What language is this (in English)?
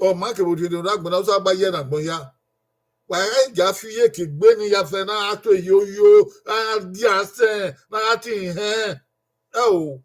Bini